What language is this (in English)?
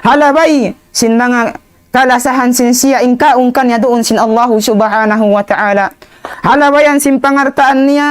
Tausug